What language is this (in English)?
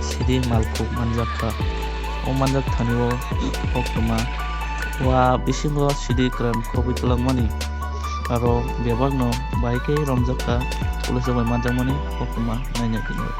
Kok Borok